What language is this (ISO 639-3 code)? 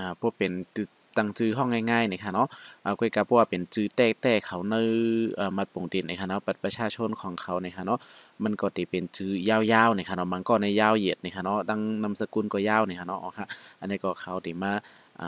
shn